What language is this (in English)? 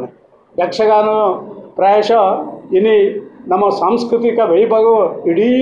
Tulu